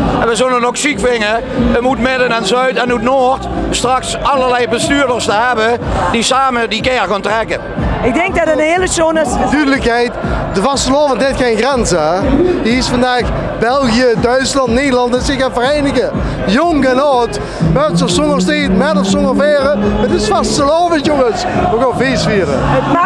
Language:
Limburgish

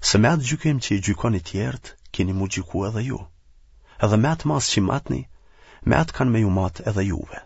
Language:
Albanian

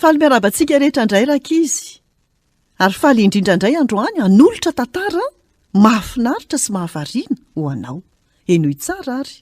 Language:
Malagasy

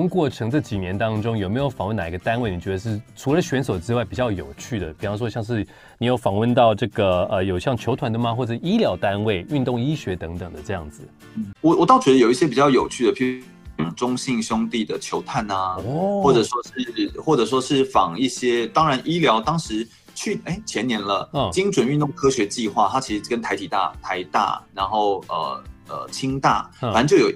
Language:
Chinese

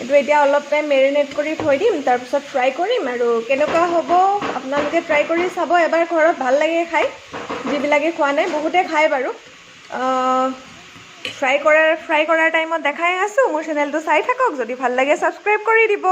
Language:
Assamese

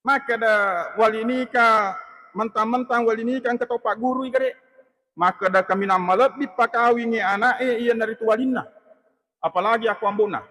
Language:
Buginese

